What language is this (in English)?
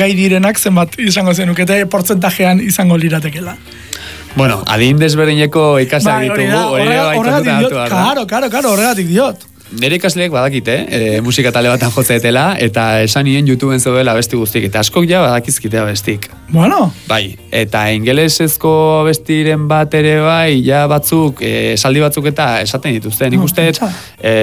Basque